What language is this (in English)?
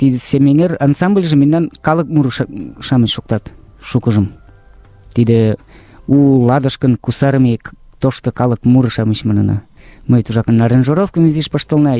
Mari